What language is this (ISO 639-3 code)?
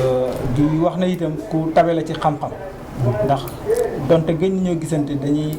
wol